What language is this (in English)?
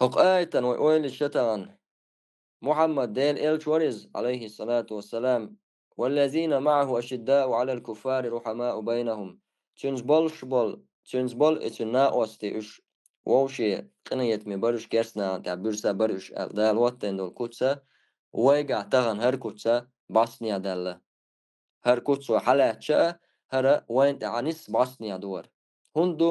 Chechen